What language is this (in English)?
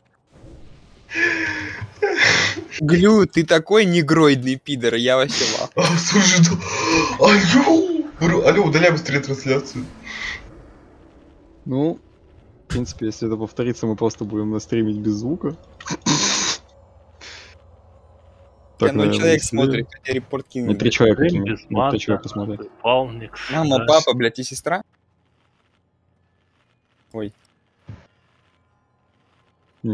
Russian